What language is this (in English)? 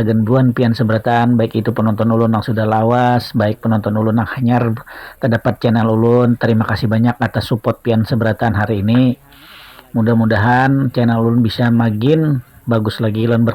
Banjar